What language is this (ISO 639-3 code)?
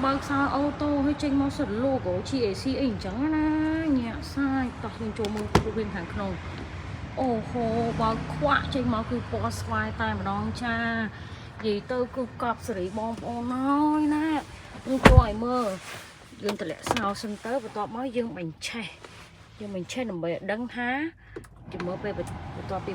khm